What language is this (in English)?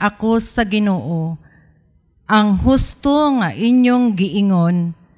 Cebuano